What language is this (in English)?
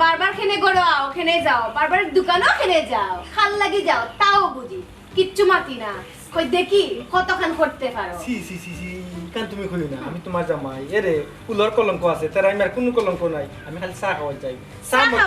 Sylheti